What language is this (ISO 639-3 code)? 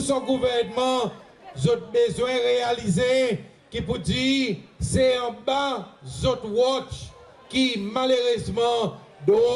crs